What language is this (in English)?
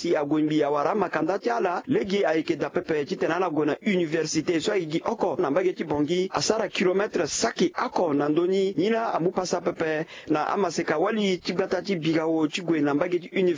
Sango